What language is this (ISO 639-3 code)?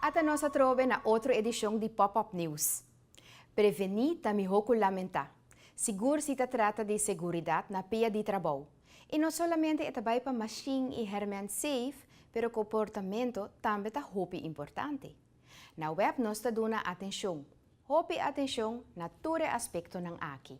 pap